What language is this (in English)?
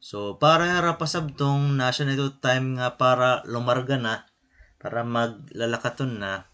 Waray